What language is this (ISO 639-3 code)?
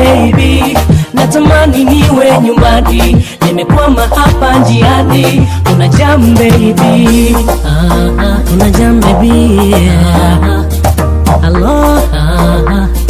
swa